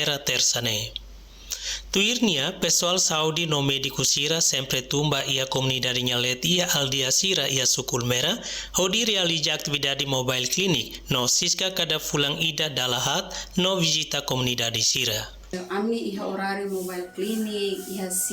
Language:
Tetum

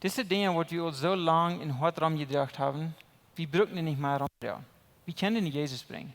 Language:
Plautdietsch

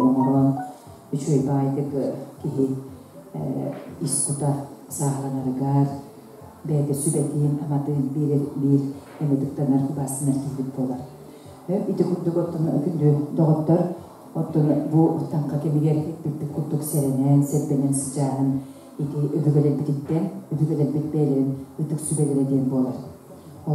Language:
Yakut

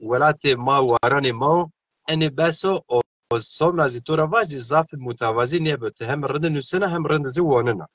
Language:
Zaza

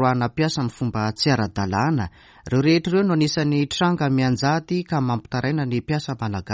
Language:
Malagasy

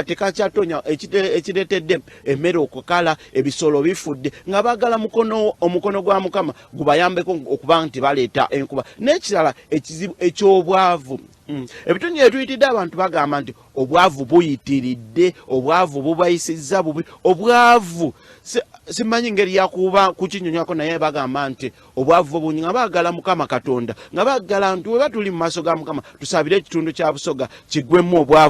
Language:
Ganda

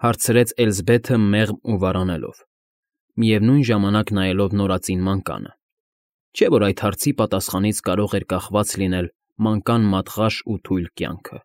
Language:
Armenian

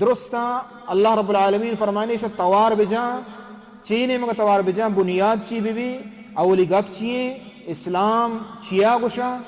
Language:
Baluchi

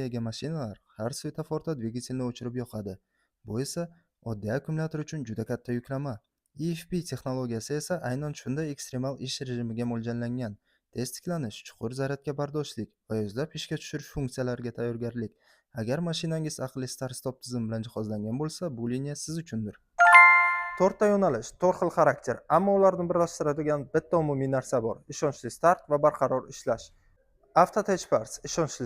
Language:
Uzbek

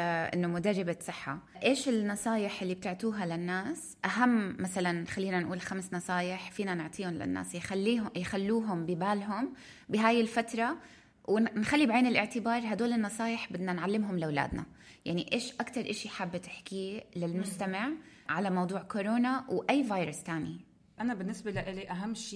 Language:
North Levantine Arabic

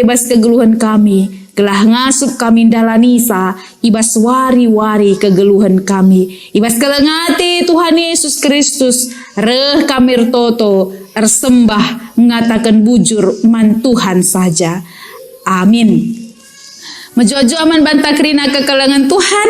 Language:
Batak Karo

